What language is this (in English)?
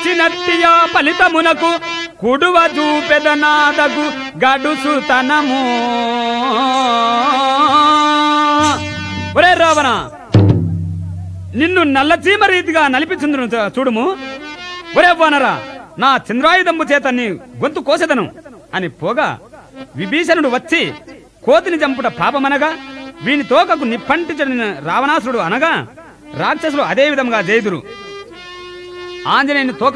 Telugu